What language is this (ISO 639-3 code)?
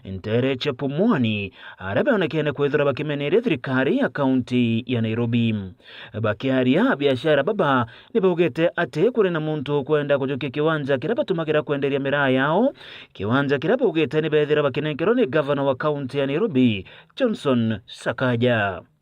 mer